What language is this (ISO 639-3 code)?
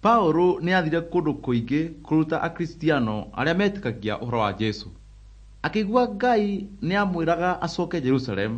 kik